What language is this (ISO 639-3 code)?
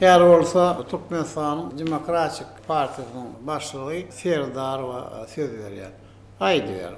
tuk